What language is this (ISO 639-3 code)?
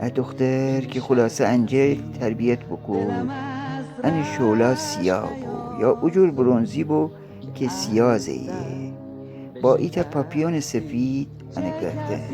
glk